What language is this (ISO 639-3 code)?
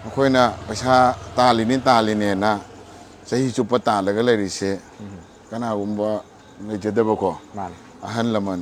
mni